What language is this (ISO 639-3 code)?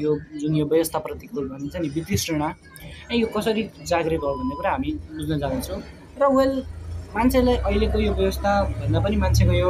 nep